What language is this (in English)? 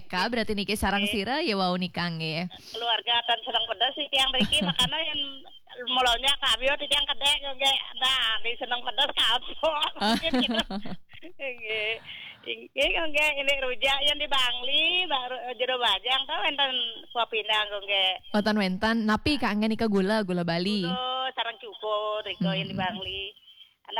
Balinese